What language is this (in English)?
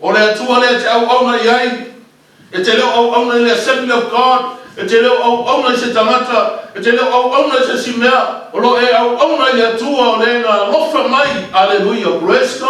Samoan